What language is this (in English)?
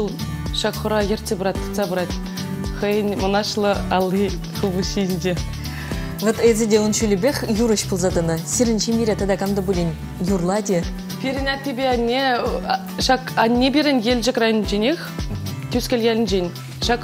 Chuvash